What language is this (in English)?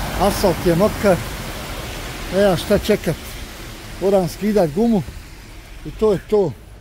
Croatian